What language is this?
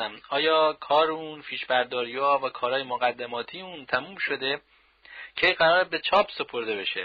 Persian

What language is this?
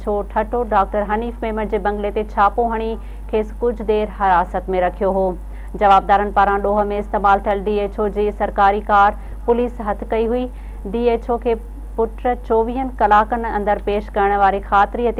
Sindhi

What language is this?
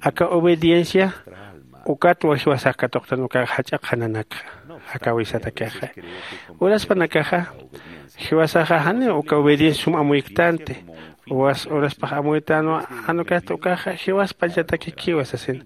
Aymara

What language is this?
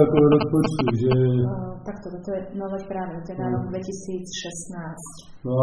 Slovak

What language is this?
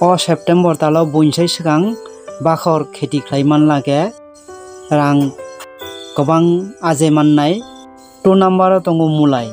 Kok Borok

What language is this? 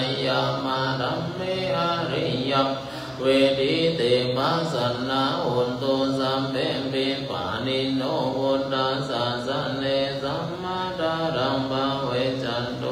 Pali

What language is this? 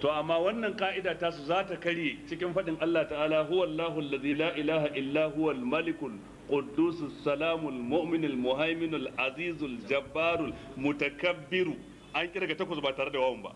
Hausa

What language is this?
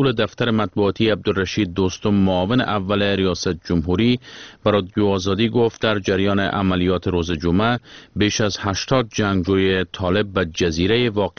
Persian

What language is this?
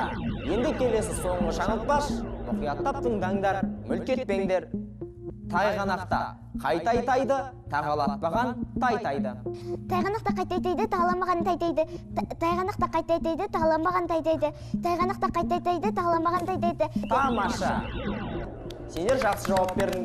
Kazakh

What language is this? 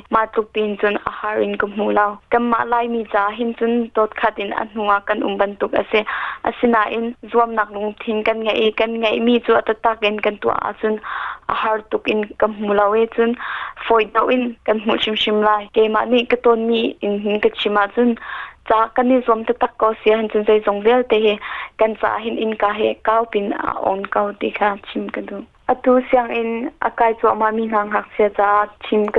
Hakha Chin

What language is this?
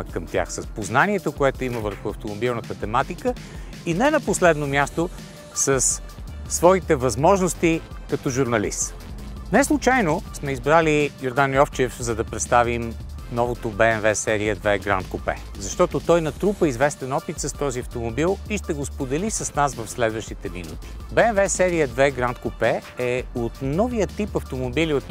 Bulgarian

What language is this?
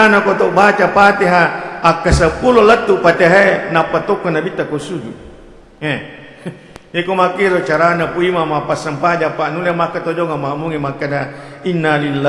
Buginese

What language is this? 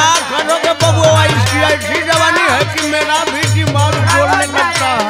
Bhojpuri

